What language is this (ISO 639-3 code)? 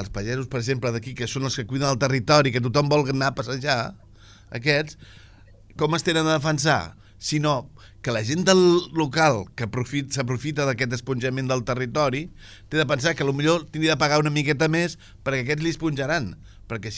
cat